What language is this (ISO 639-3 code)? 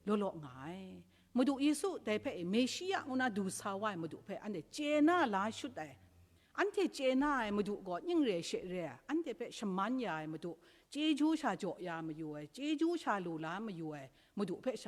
kac